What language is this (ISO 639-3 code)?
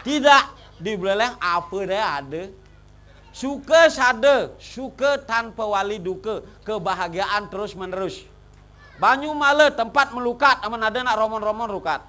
ban